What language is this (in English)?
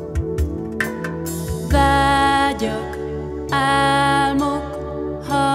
Hungarian